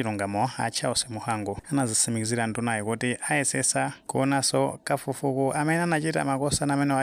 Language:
Nyanja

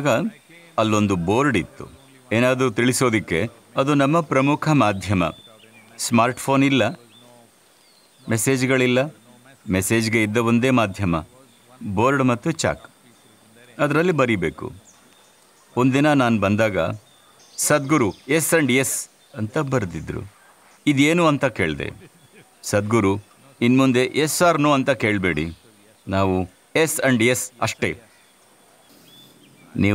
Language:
Kannada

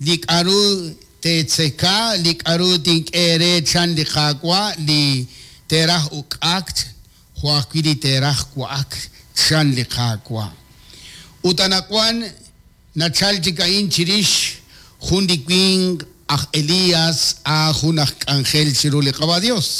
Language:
Kekchí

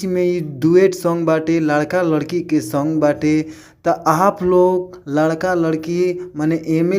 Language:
Bhojpuri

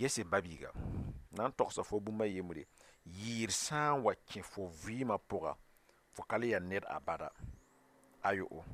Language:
Mossi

